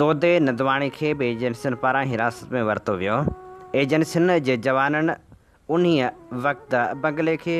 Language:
Sindhi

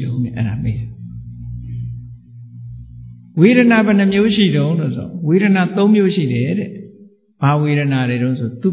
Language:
Burmese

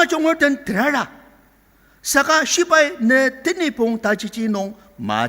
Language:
Ao Naga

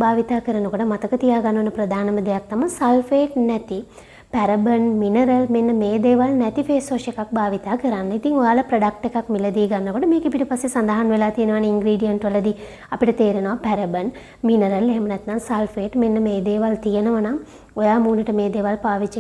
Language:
Sinhala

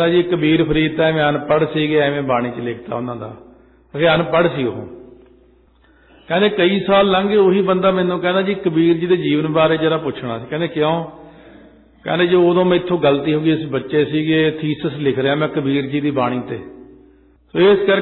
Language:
Punjabi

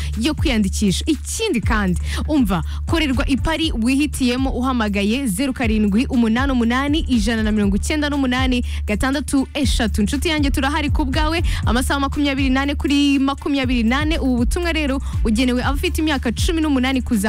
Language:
Kinyarwanda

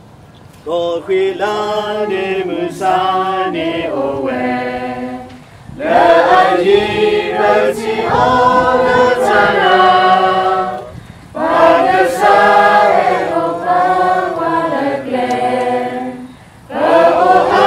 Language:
S'gaw Karen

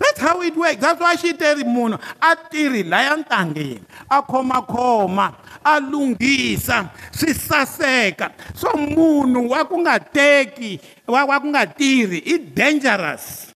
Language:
Tsonga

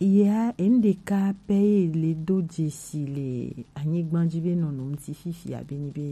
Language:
Gen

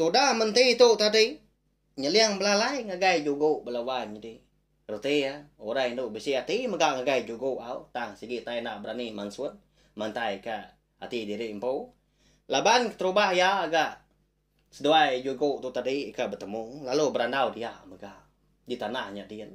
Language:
Iban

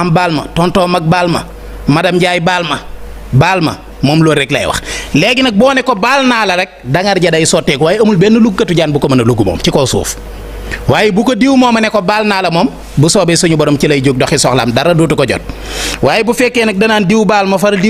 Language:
Wolof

